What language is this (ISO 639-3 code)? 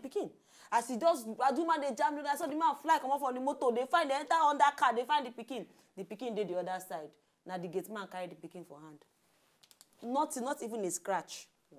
pcm